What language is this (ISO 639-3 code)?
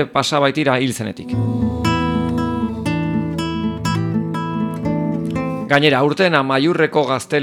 eus